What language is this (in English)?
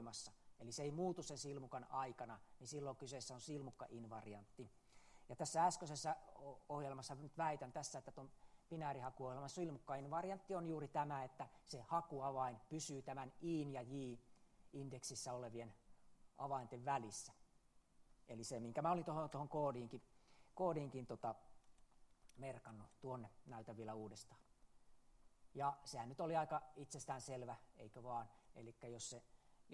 Finnish